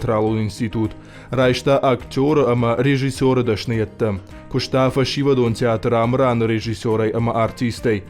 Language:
Ossetic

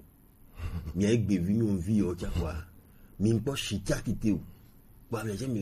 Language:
Gen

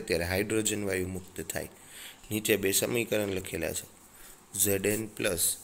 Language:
Gujarati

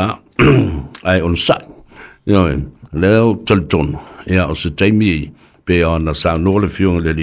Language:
Samoan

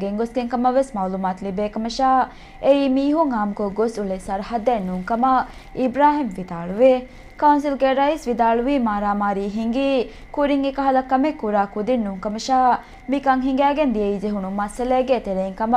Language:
Divehi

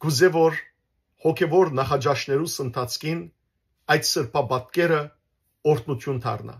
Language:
Western Armenian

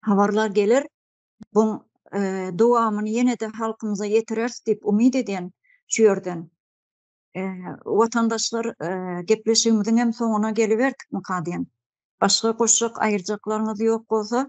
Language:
Turkmen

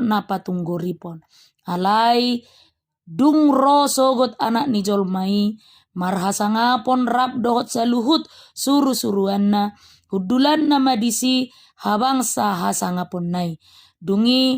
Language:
Batak Toba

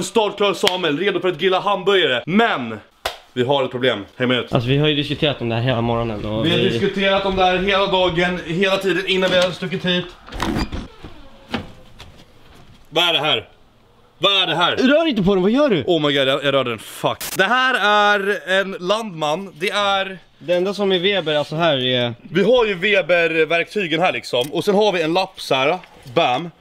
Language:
Swedish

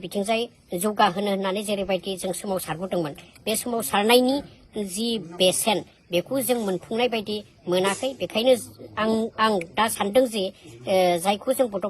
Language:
Bodo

